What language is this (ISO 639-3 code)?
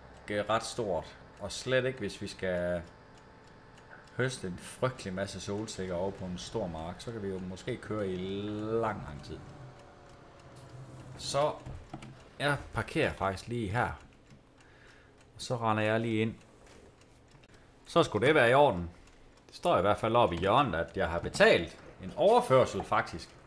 dan